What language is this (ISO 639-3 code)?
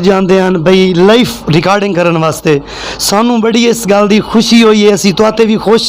lah